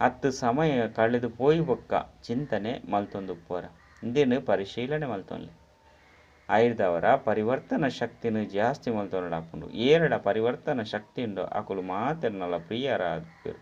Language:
Tulu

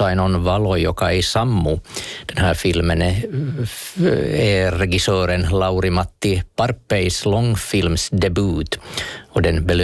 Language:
Swedish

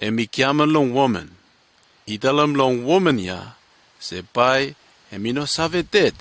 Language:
Bislama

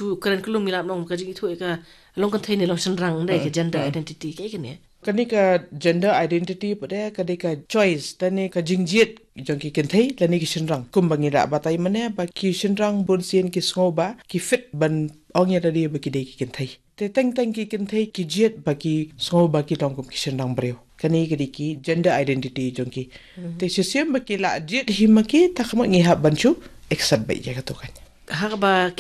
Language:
Khasi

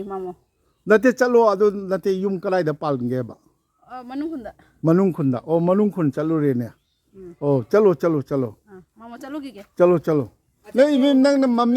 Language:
Manipuri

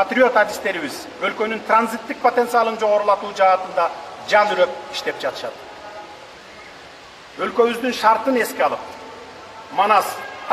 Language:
Kyrgyz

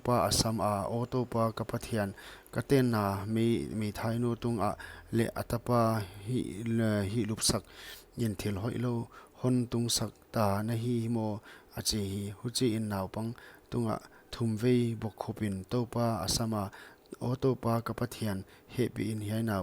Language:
Paite Chin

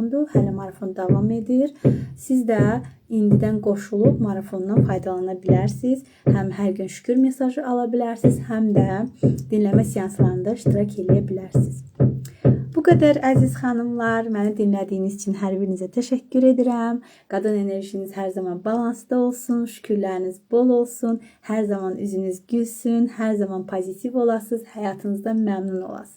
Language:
Azerbaijani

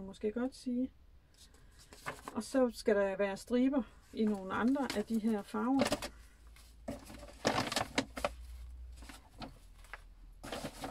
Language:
Danish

